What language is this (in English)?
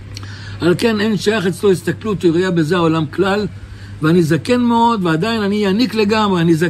Hebrew